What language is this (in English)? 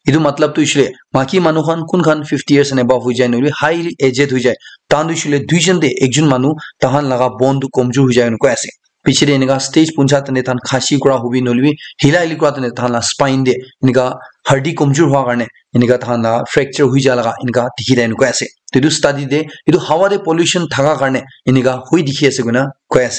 Naga Pidgin